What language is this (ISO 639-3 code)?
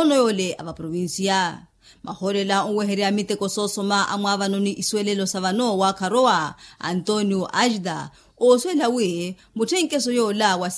vmw